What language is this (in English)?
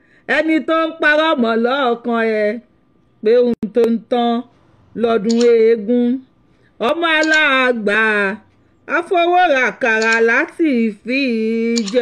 Yoruba